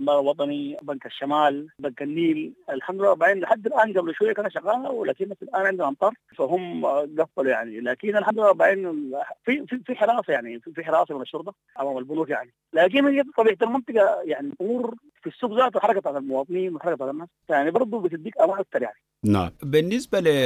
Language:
Sudanese Arabic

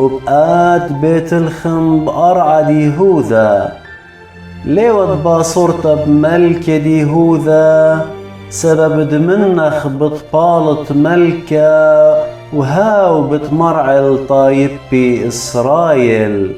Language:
Assyrian Neo-Aramaic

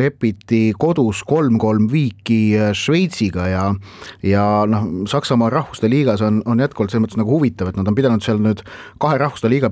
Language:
Estonian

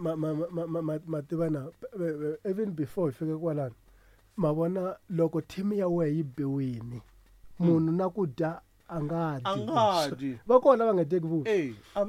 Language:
Tsonga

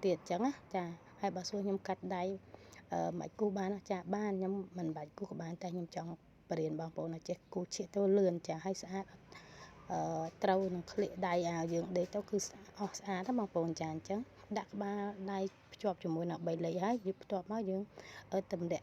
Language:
Khmer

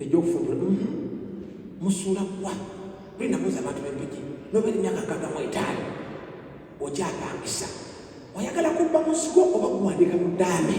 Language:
Ganda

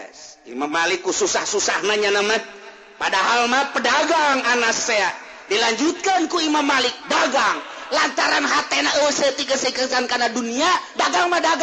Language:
Sundanese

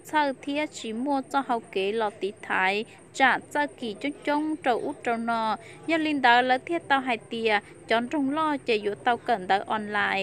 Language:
Hmong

